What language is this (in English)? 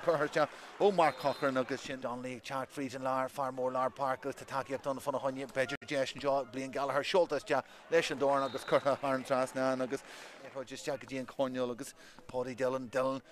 Irish